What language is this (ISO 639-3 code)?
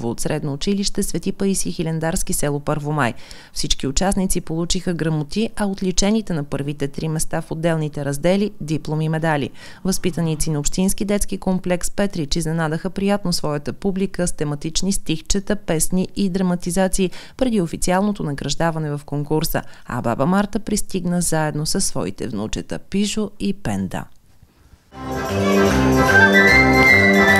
bul